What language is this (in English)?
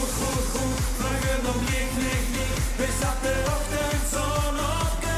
Limburgish